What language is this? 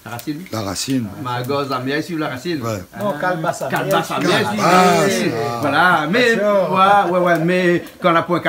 Réunion Creole French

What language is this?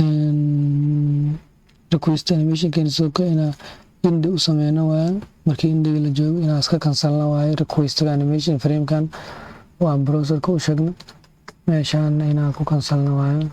Somali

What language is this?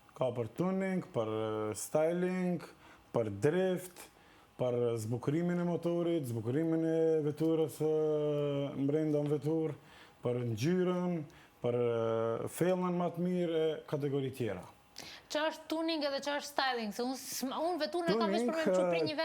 Albanian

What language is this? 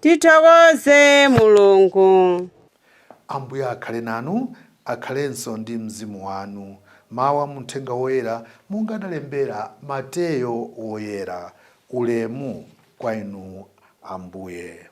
Nyanja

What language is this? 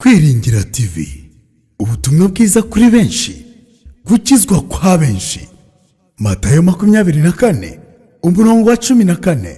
Kinyarwanda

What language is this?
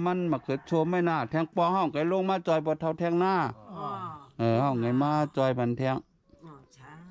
Shan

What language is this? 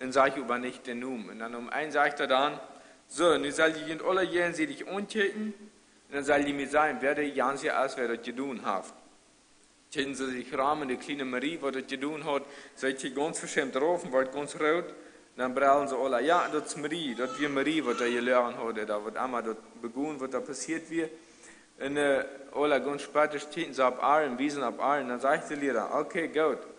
Plautdietsch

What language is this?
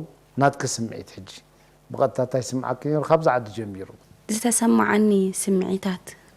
Tigrinya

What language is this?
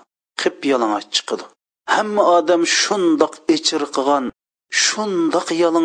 Uyghur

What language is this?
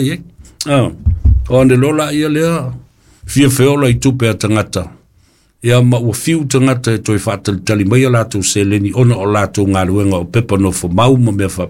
Samoan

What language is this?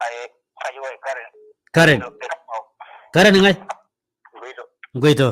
Masai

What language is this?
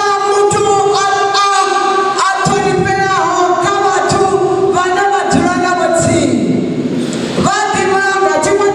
Venda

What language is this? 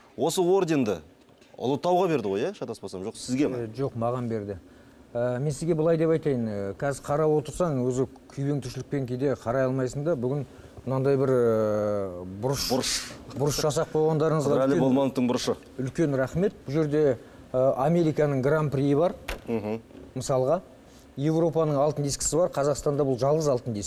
Kazakh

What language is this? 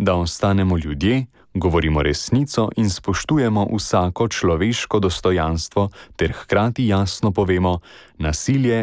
Slovenian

